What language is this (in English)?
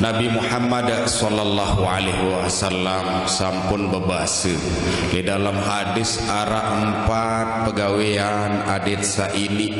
Sasak